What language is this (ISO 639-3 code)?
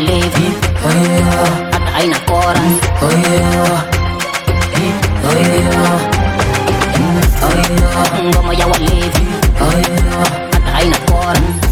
swa